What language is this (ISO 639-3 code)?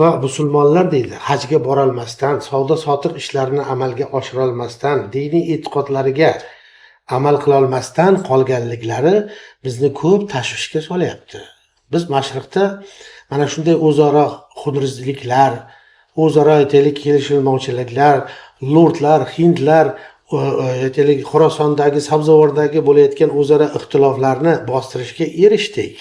uzb